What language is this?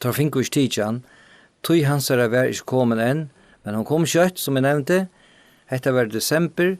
Faroese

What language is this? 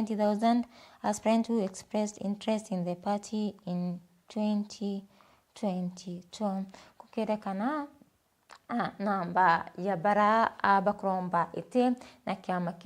Meru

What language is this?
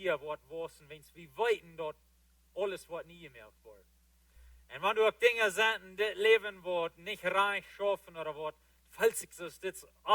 Plautdietsch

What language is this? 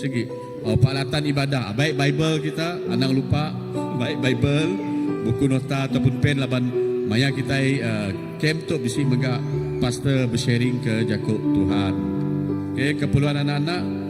Iban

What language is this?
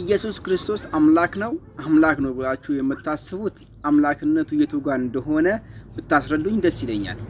Amharic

